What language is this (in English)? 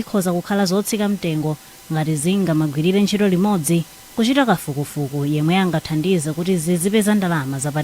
Nyanja